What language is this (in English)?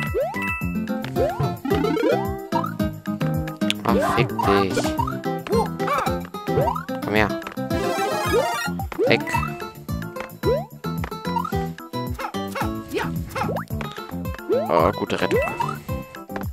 German